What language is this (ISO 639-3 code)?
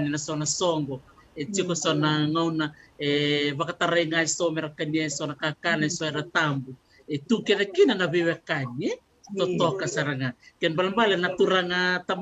fij